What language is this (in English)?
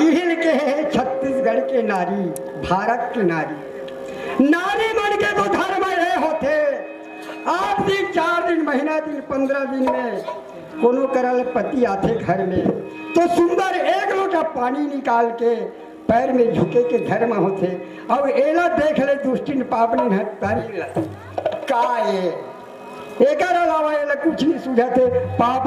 Chhattisgarhi